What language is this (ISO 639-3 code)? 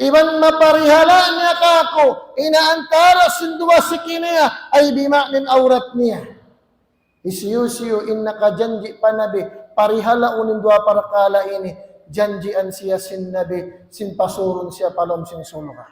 tsg